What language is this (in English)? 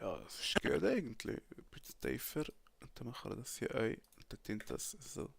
Swiss German